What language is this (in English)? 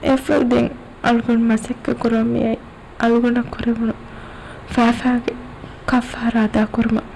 Divehi